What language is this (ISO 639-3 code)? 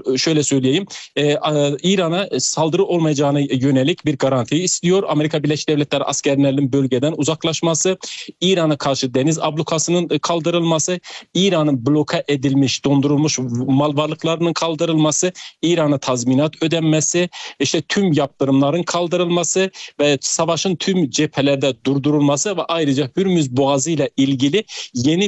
tur